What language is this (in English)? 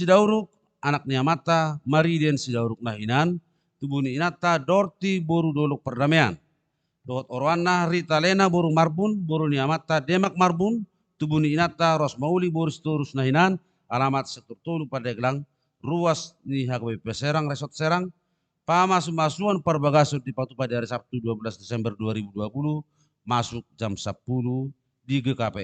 Batak Toba